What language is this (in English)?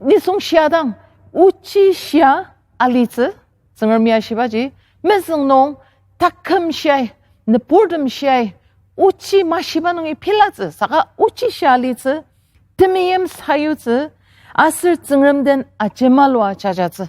Ao Naga